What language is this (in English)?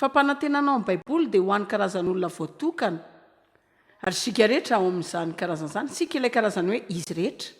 Malagasy